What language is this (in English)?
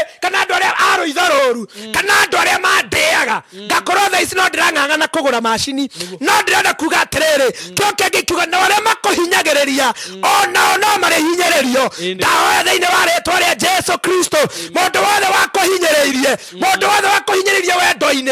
Kikuyu